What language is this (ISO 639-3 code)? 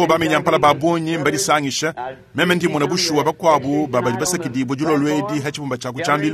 lua